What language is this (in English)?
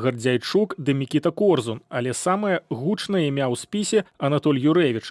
Belarusian